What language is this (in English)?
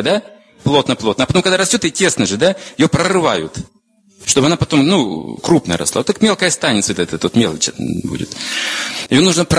Russian